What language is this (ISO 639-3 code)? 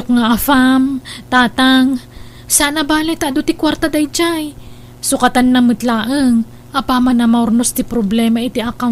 ilo